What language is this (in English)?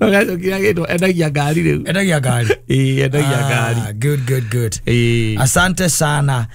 Kikuyu